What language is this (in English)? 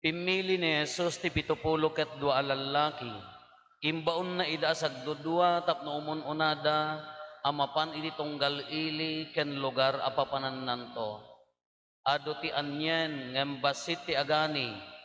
Iloko